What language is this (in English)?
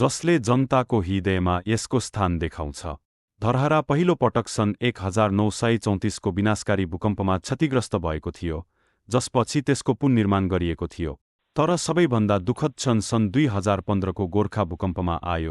Nepali